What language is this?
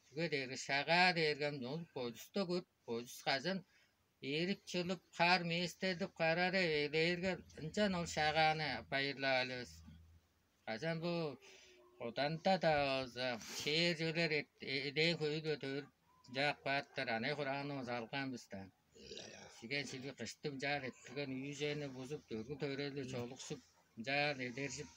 Tuvinian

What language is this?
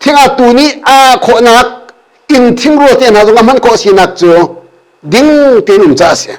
Hakha Chin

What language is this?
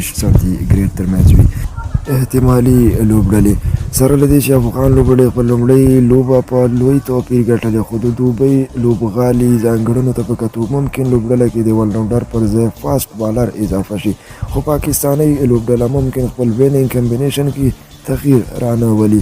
Pashto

